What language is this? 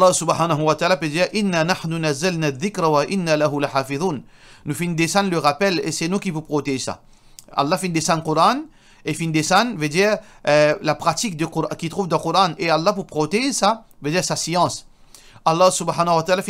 Morisyen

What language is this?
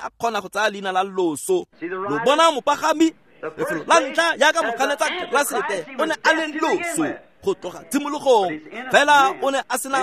Tswana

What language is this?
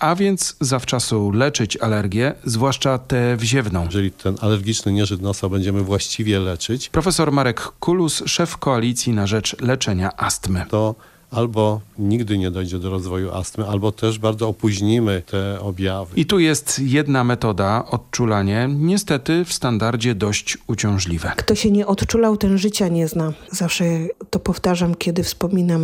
Polish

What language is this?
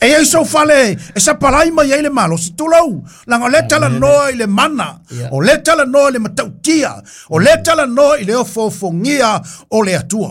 Samoan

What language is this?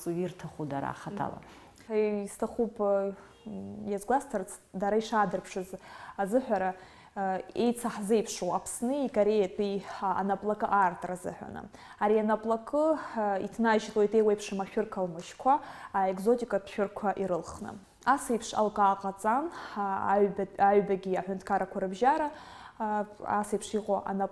Abkhazian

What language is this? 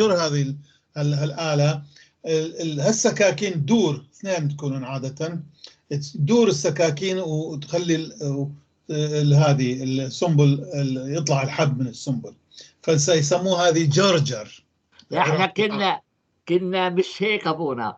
North Levantine Arabic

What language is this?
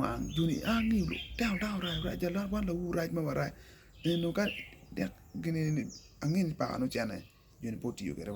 Acoli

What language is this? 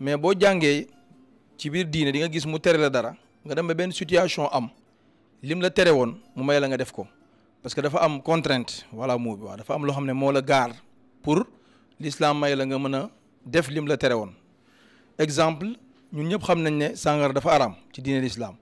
Wolof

